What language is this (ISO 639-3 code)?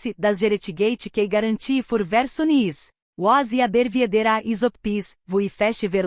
gsw